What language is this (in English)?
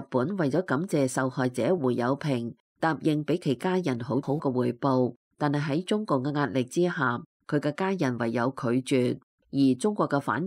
Cantonese